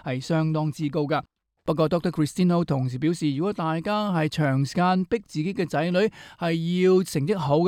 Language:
Cantonese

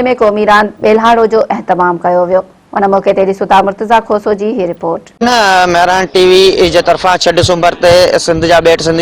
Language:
Sindhi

